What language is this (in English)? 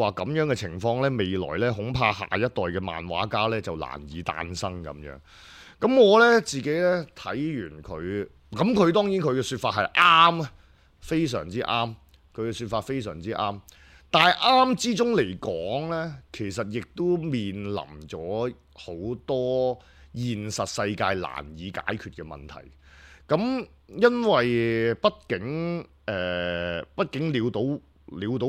Cantonese